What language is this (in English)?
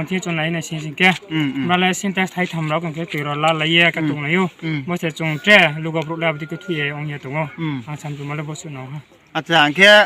Riang (India)